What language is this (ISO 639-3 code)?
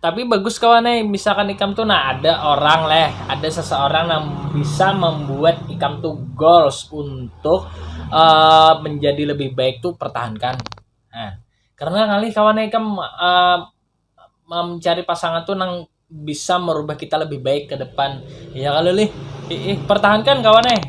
bjn